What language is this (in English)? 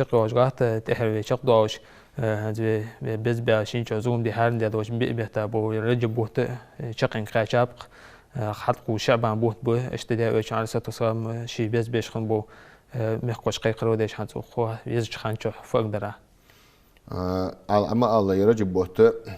Ingush